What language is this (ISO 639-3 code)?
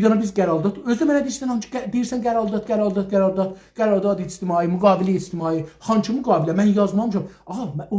azb